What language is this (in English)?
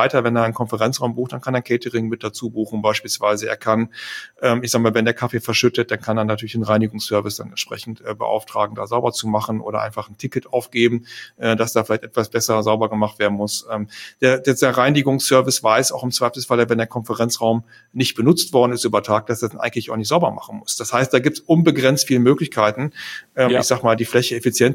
German